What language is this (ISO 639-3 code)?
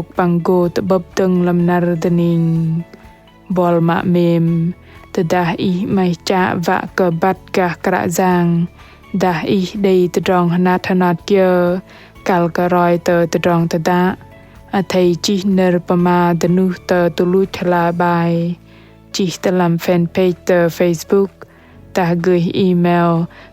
bdq